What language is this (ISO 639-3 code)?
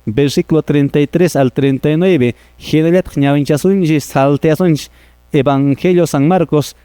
que